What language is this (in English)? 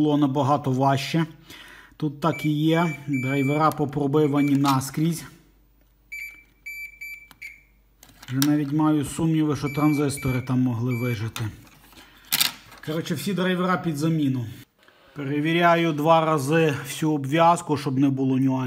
Ukrainian